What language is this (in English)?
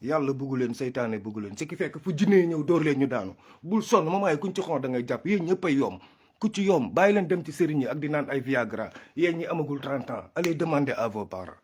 Wolof